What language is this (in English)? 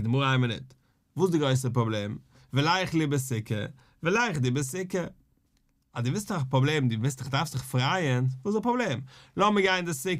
Yiddish